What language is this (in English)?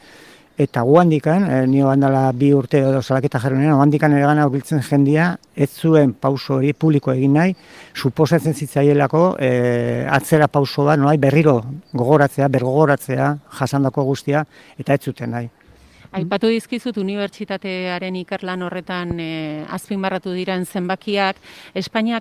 Basque